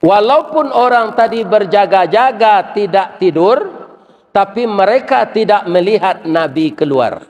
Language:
Minangkabau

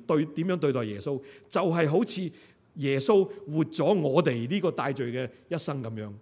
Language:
Cantonese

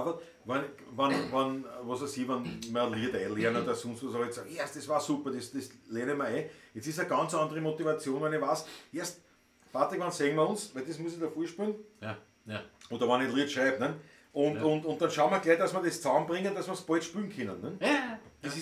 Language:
Bavarian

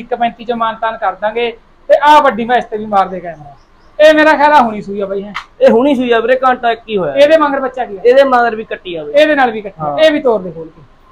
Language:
Punjabi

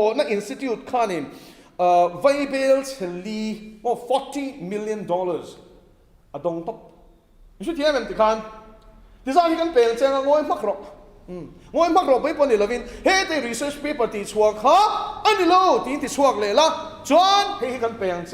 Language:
Mizo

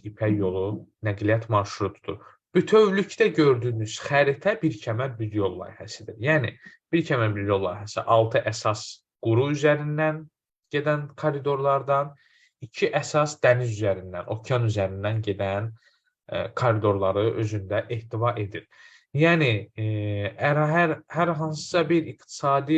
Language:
Azerbaijani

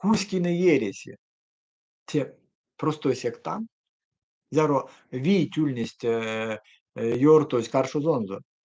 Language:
Erzya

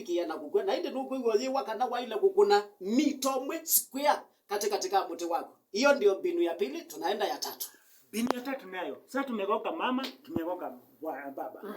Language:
Kamba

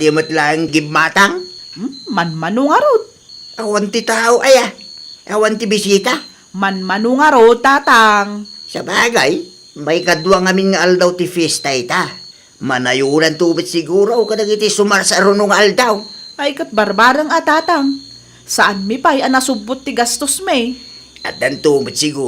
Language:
Iloko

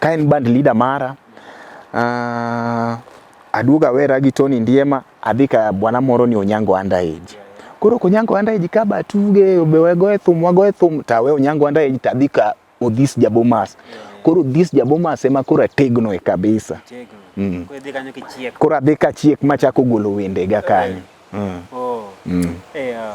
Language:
Luo (Kenya and Tanzania)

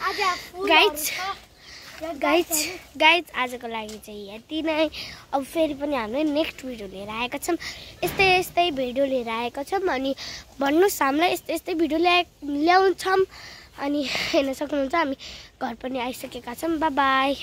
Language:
Nepali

